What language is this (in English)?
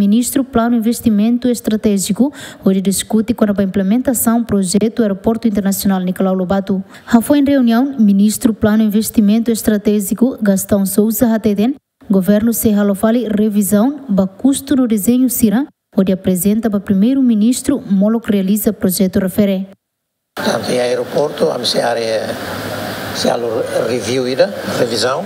Tetum